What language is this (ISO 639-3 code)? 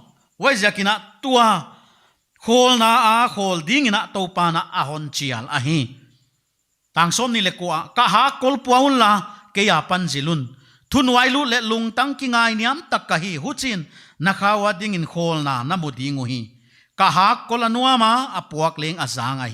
pck